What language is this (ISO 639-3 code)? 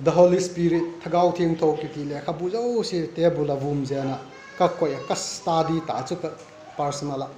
vap